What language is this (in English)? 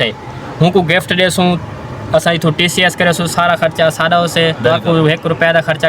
Saraiki